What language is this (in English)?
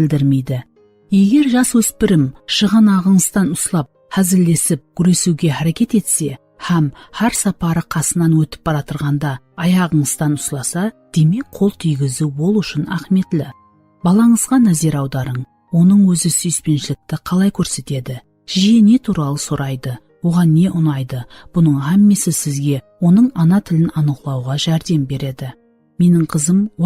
Kara-Kalpak